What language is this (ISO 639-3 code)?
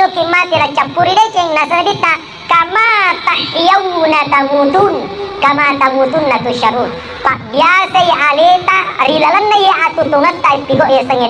bug